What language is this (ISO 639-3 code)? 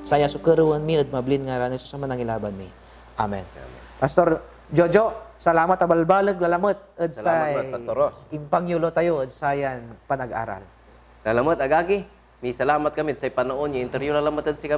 pag